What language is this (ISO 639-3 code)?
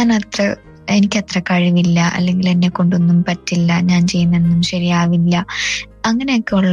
mal